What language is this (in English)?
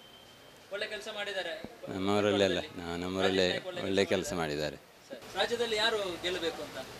Kannada